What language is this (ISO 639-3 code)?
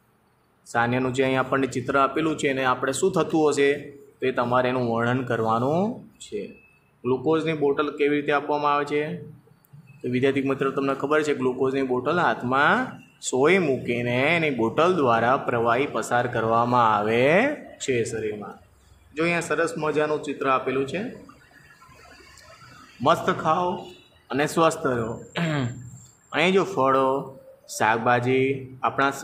guj